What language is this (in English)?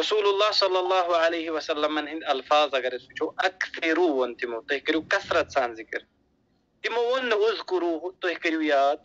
Kashmiri